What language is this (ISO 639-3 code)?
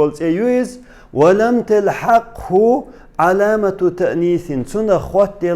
che